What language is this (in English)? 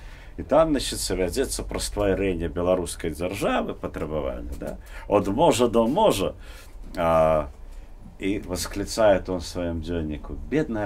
Belarusian